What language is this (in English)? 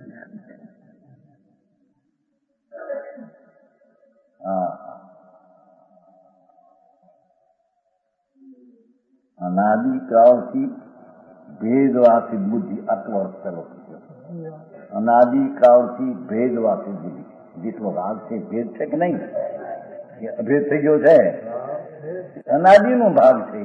Gujarati